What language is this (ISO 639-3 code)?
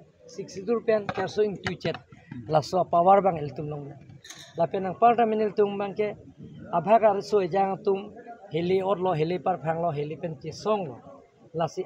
mjw